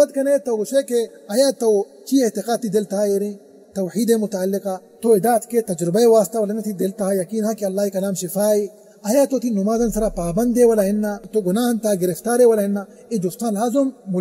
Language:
Baluchi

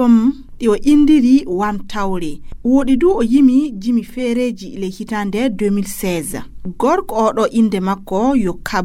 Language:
Fula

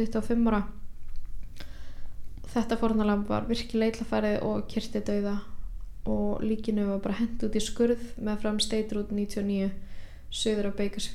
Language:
Icelandic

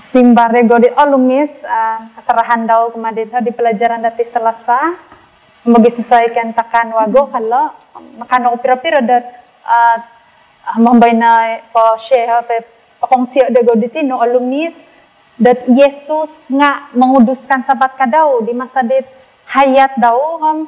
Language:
Central Dusun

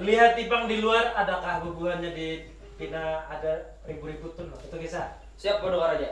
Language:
Banjar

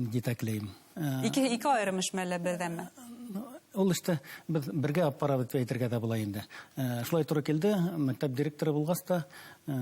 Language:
Bashkir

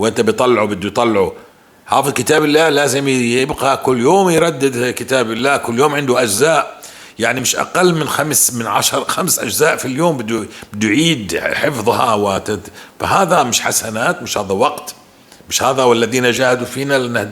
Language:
North Levantine Arabic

